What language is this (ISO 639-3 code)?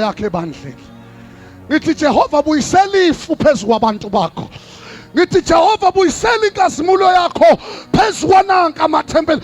zul